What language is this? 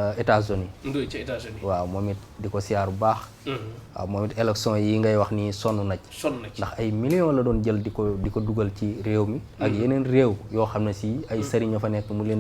Wolof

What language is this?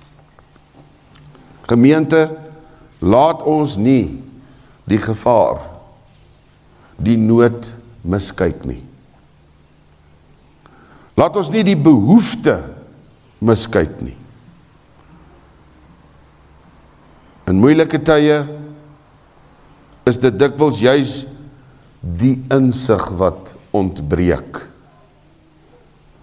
Afrikaans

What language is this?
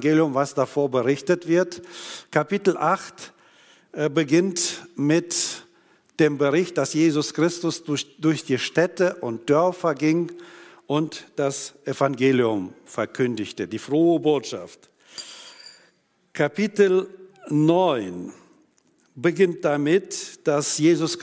German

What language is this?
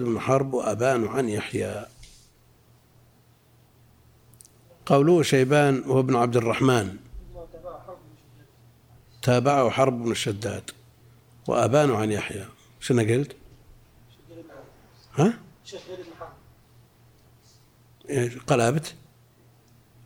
Arabic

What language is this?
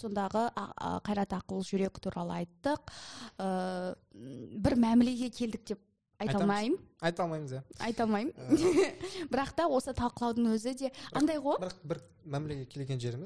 Kazakh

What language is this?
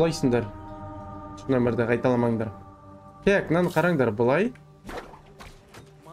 Kazakh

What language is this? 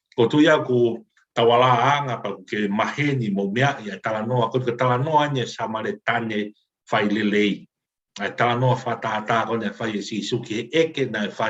Tongan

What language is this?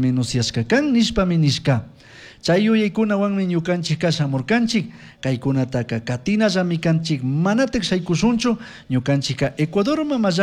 Chimborazo Highland Quichua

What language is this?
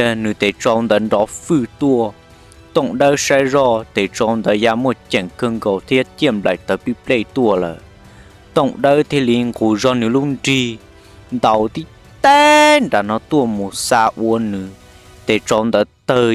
Hmong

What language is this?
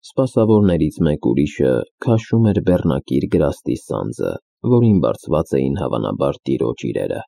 Armenian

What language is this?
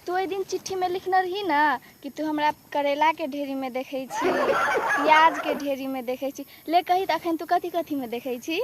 Maithili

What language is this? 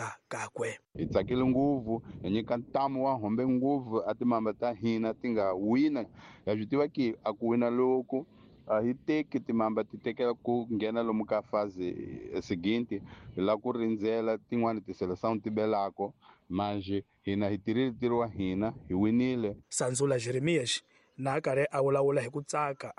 Tsonga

